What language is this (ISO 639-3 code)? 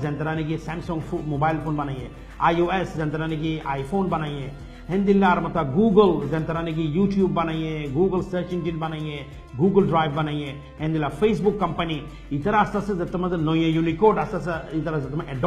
rhg